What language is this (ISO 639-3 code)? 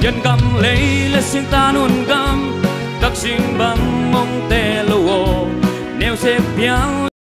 ctd